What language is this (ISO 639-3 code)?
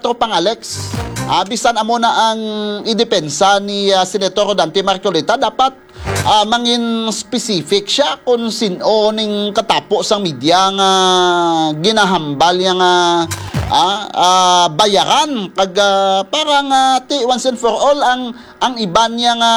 hil